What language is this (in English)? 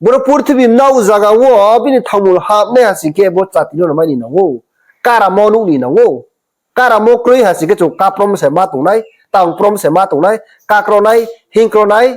Riang (India)